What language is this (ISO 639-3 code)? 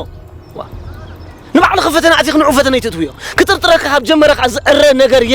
tir